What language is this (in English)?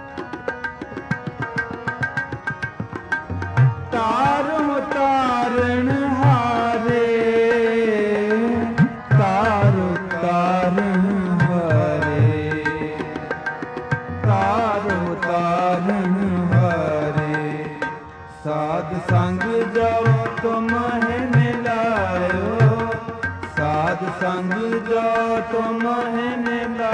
Punjabi